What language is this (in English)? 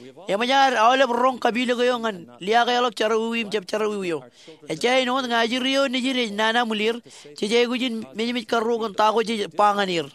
Marshallese